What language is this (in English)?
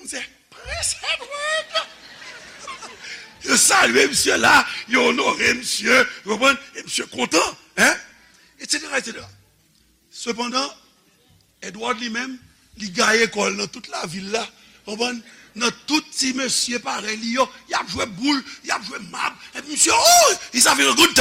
Haitian Creole